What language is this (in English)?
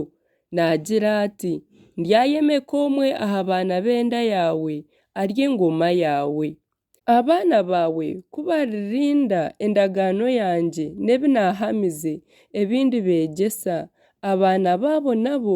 Nyankole